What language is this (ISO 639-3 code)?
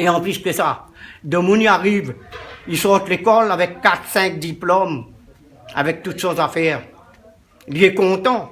rcf